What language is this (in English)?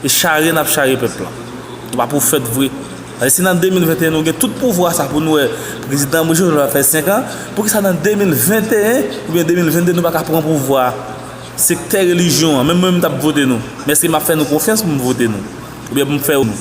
Haitian Creole